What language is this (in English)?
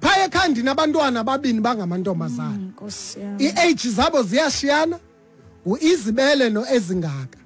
Xhosa